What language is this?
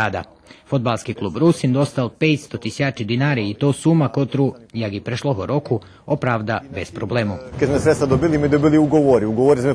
Rusyn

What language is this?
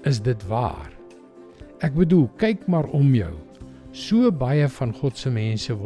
Afrikaans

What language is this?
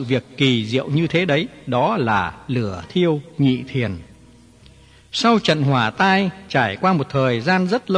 Vietnamese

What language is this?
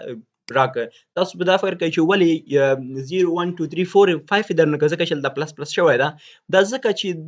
Pashto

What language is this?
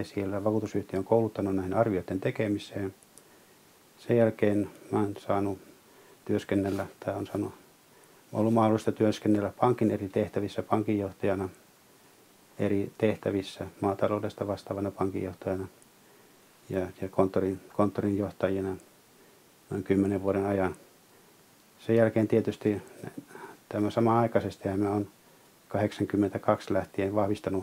Finnish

